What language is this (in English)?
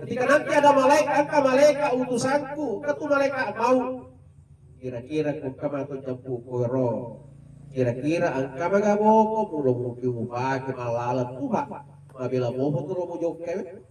Buginese